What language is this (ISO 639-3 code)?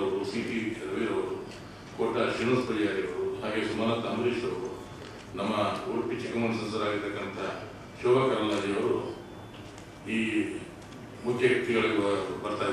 kan